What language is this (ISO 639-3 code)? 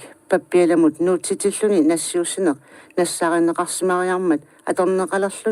kal